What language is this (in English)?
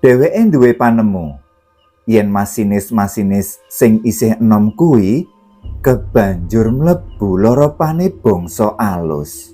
Javanese